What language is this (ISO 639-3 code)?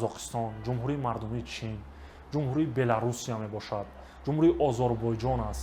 tgk